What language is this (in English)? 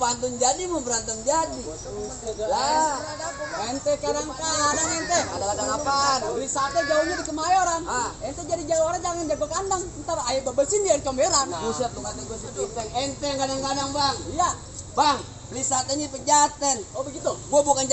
Betawi